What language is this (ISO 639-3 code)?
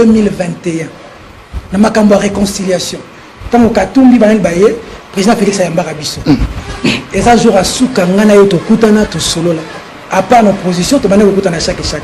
lin